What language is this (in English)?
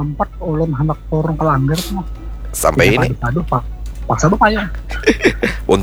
Banjar